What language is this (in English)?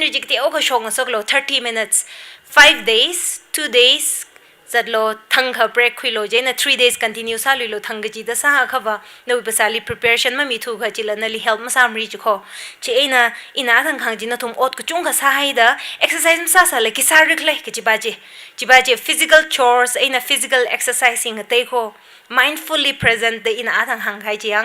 Tangkhul Naga (India)